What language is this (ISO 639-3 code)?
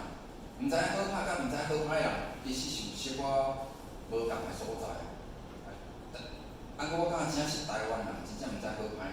nan